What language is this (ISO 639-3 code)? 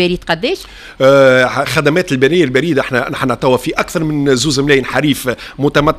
aeb